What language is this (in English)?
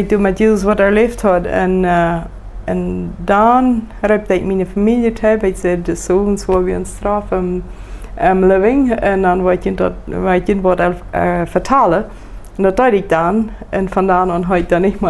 Plautdietsch